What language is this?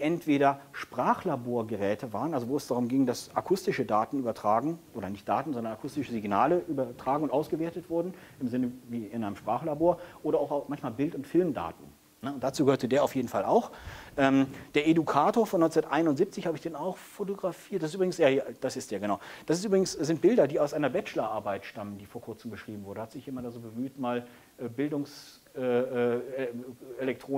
German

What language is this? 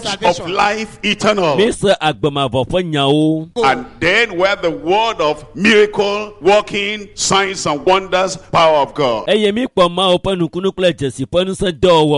Ewe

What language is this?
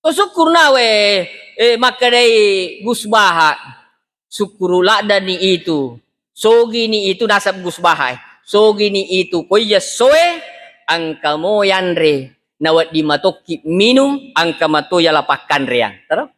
Buginese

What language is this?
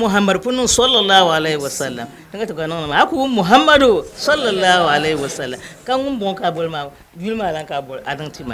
Dagbani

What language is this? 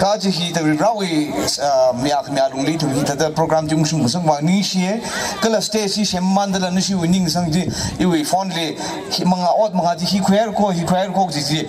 Tangkhul Naga (India)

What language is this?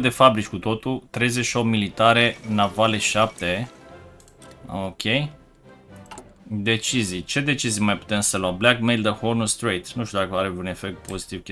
Romanian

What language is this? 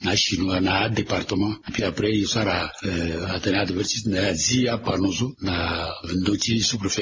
Sango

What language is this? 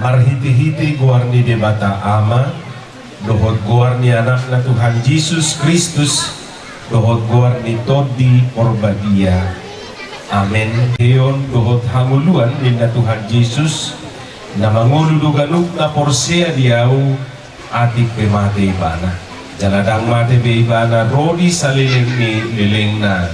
Batak Toba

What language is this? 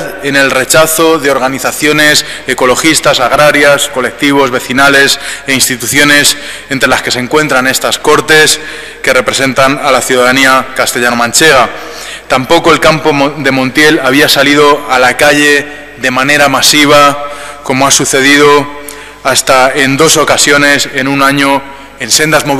Spanish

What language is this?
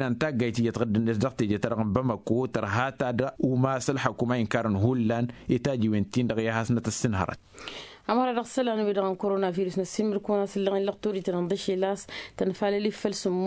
Tamasheq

